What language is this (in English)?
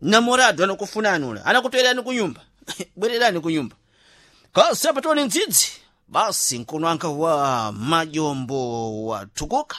Sena